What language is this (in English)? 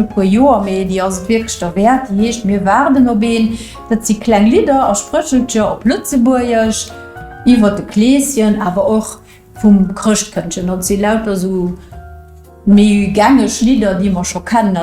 Luxembourgish